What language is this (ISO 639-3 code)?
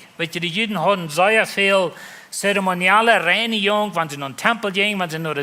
pdt